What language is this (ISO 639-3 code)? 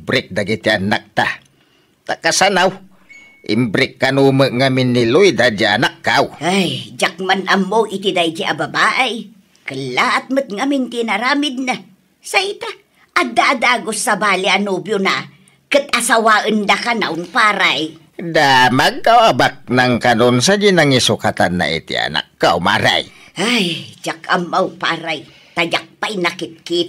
ilo